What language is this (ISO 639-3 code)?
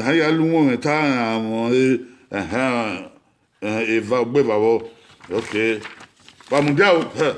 bin